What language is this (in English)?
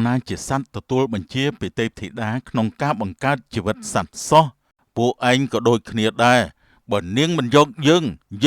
Khmer